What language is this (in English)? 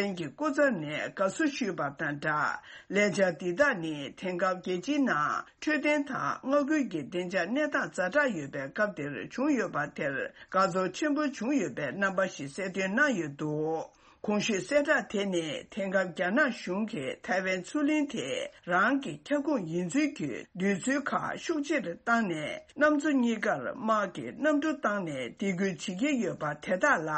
Tibetan